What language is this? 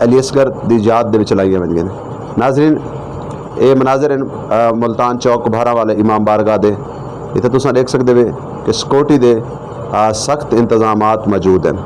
Saraiki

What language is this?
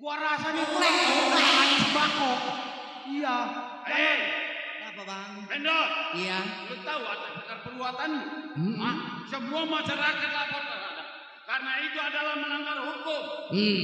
Betawi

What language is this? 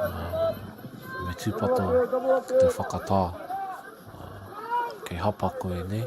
Māori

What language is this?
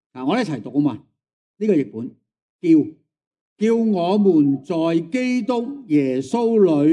Cantonese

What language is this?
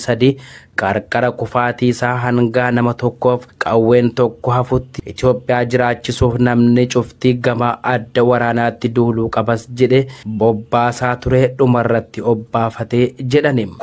Oromo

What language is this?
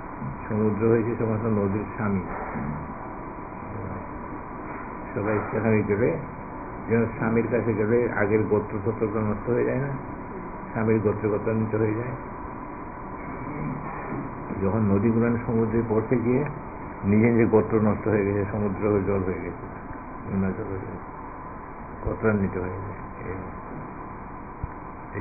Bangla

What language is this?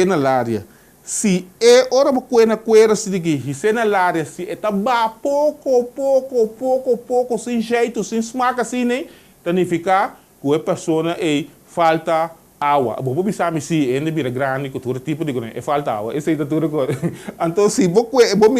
Papiamento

